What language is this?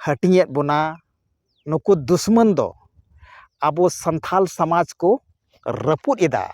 Santali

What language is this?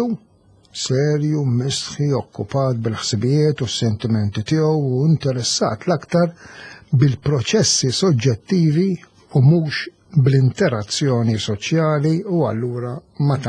Maltese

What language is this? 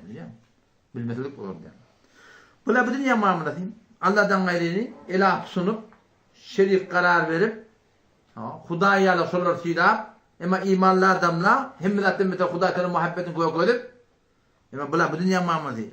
Turkmen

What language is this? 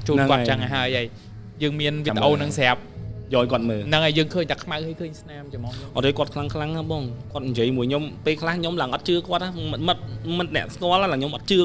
Khmer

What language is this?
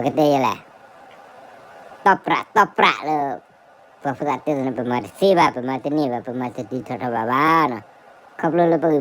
S'gaw Karen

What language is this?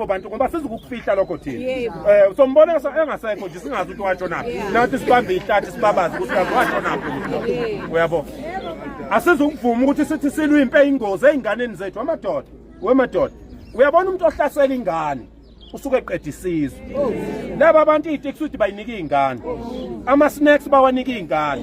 Zulu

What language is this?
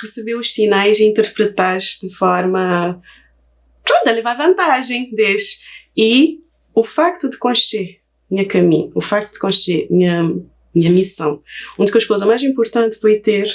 Kabuverdianu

